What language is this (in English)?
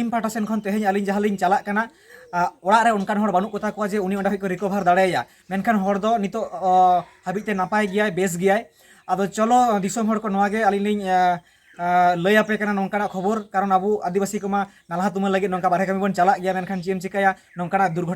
Santali